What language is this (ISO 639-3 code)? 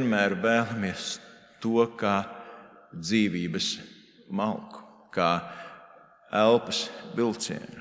lav